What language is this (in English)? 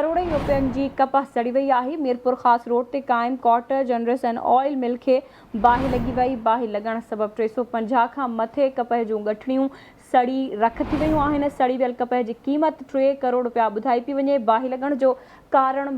Sindhi